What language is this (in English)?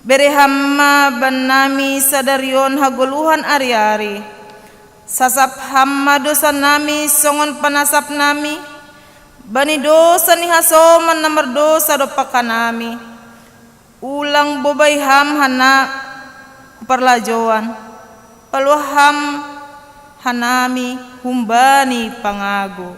Batak Simalungun